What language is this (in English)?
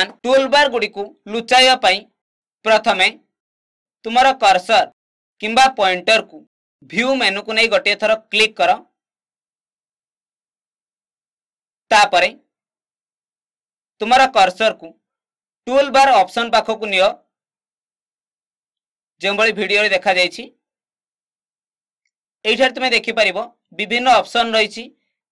Odia